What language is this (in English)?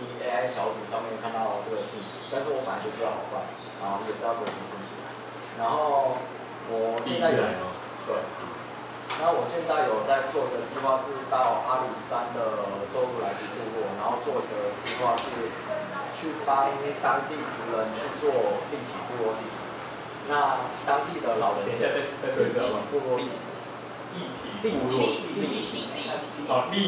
Chinese